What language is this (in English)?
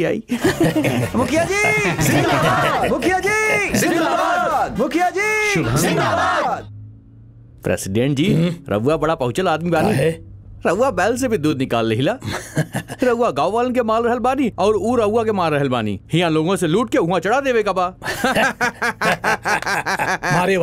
Bhojpuri